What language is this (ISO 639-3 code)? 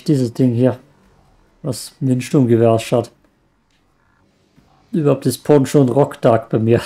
deu